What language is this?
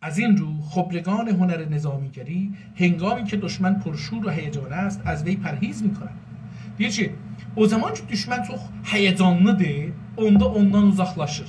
South Azerbaijani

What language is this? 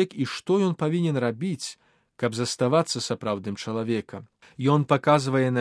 Belarusian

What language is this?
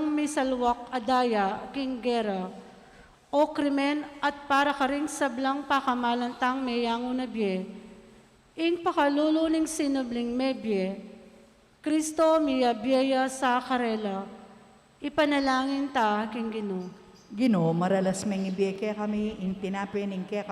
Pampanga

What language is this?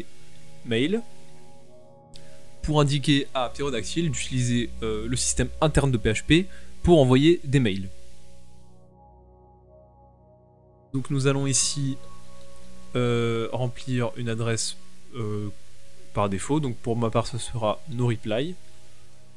French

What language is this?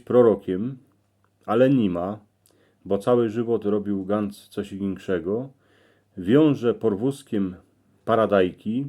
Silesian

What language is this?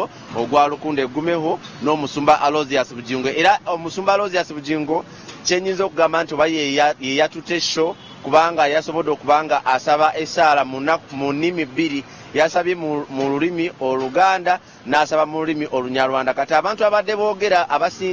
Ganda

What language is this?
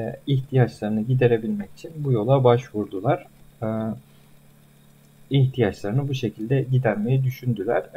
Turkish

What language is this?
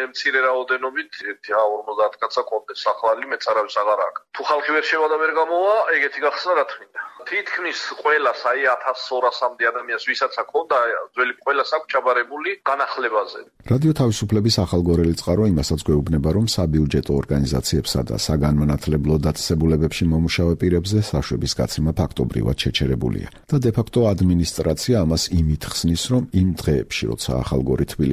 Georgian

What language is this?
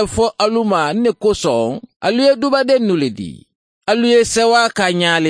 Mandingo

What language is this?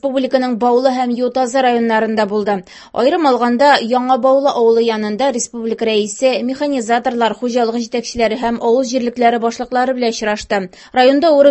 Tatar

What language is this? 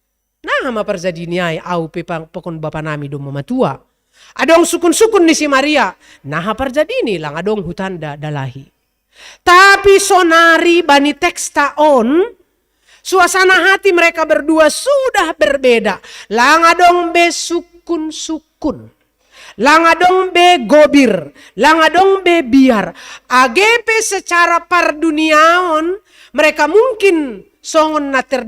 Batak Simalungun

